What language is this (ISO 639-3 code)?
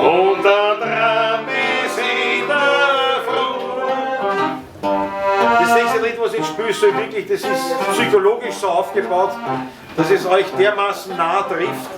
bar